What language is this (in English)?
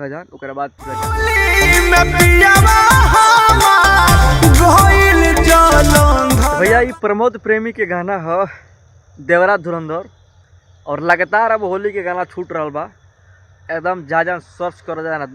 Bhojpuri